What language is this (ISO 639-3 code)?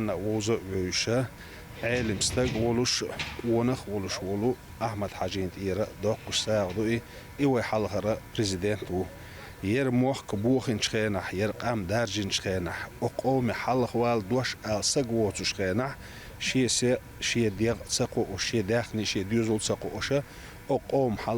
che